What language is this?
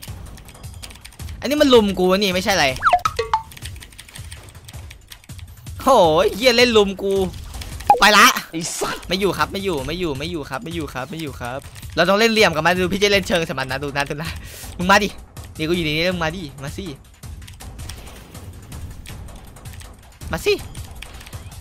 Thai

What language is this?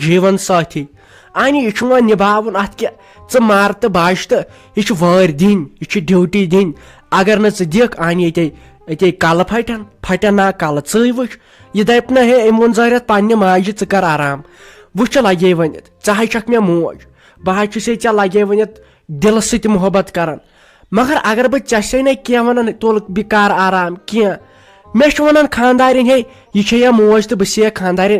Kashmiri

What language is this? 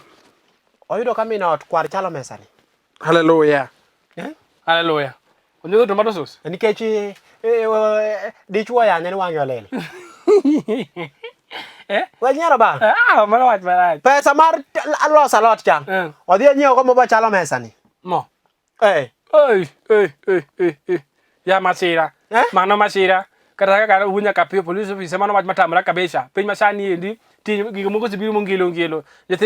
Luo (Kenya and Tanzania)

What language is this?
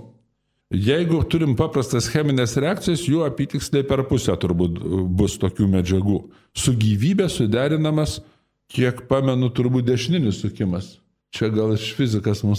Lithuanian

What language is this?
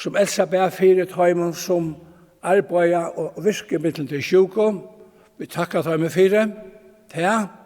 Faroese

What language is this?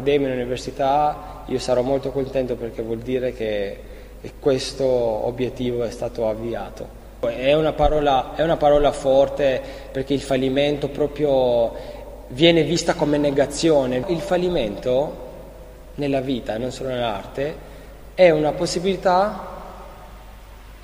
Italian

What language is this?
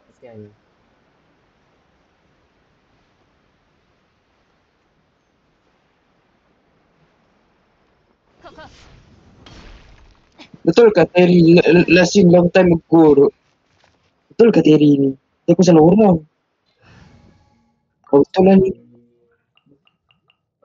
Malay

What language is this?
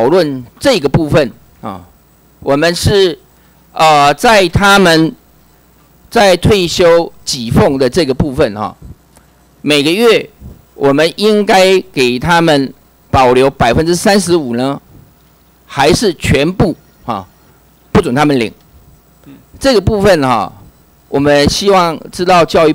Chinese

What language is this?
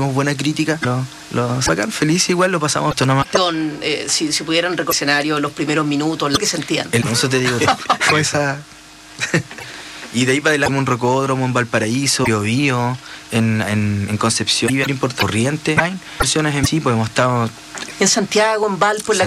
Spanish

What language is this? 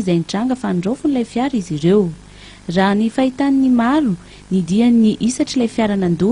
Malagasy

